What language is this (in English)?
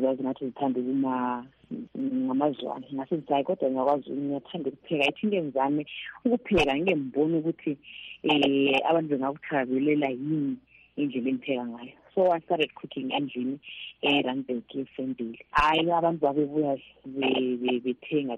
North Ndebele